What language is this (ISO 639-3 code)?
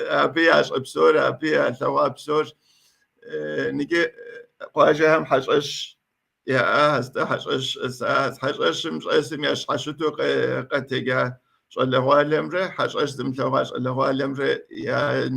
kbd